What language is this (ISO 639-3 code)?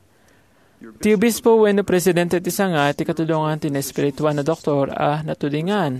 ilo